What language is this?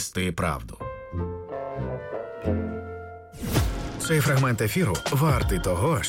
Ukrainian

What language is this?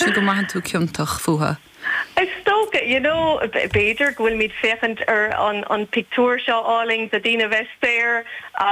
Irish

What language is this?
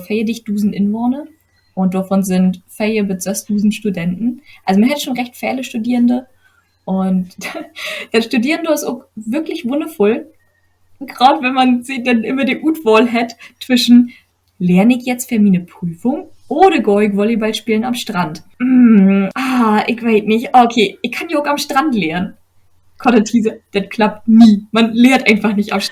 Low German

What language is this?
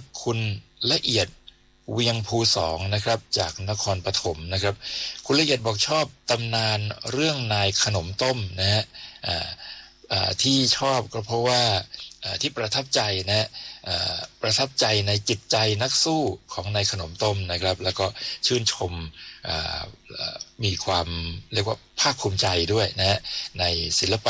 Thai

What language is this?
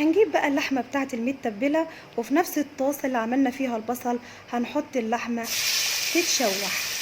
Egyptian Arabic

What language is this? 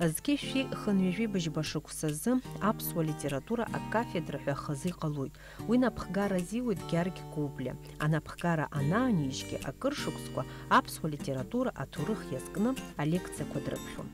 Abkhazian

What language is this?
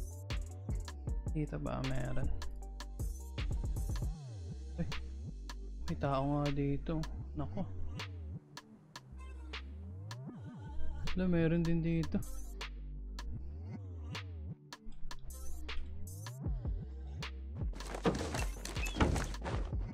Filipino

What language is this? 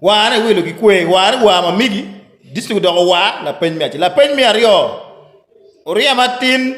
Acoli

